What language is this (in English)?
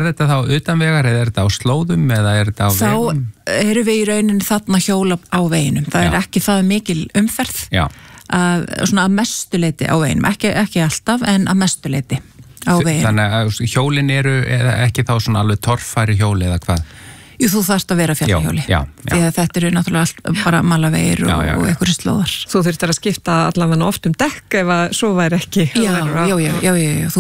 Icelandic